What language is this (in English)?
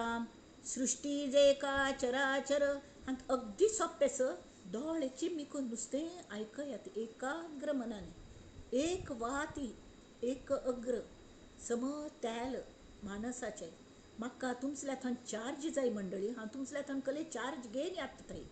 Konkani